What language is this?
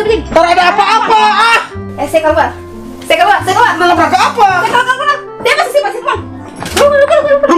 Ambonese Malay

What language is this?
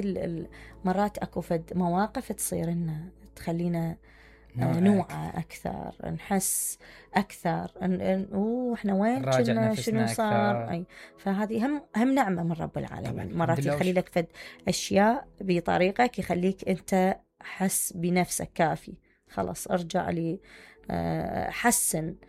Mesopotamian Arabic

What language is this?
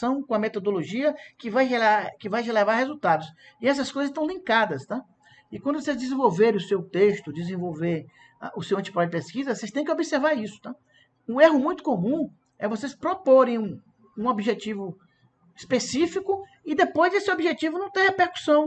Portuguese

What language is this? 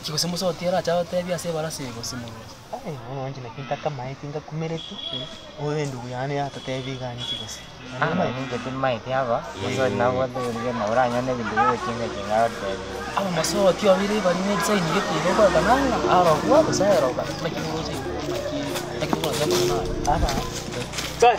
Gusii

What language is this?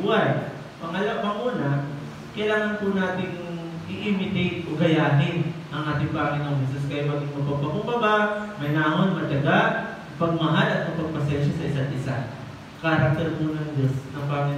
Filipino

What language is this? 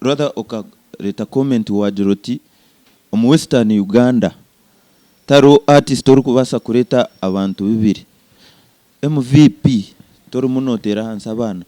Nyankole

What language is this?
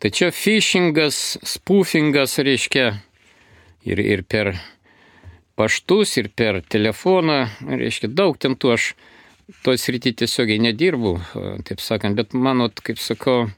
Lithuanian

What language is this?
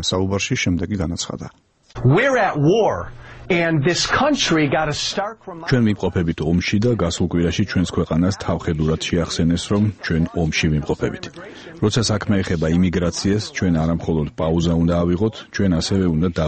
Georgian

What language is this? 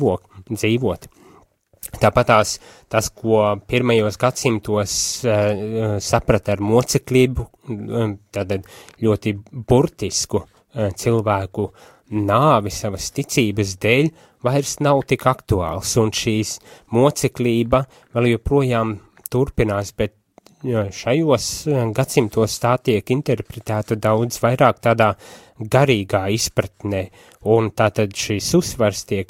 Latvian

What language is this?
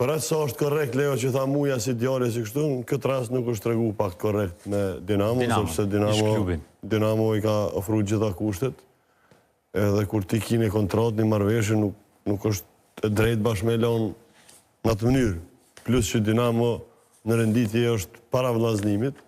Albanian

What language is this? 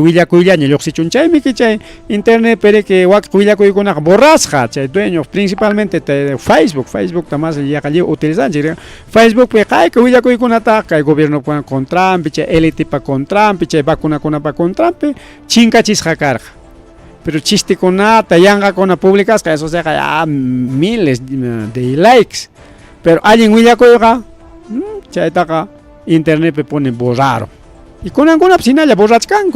Ayacucho Quechua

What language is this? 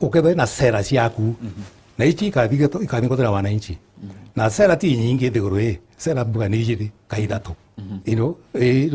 Meru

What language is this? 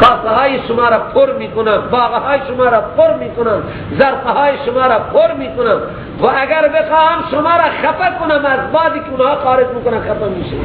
Persian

